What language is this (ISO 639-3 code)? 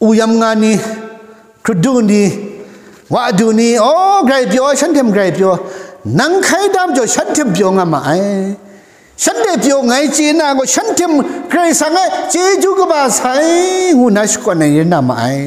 kac